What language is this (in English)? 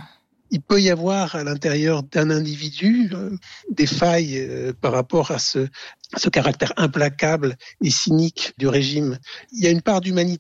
French